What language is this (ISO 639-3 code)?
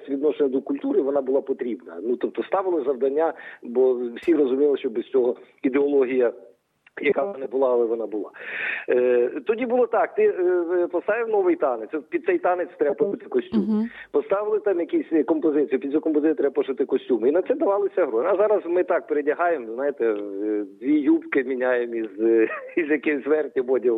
ukr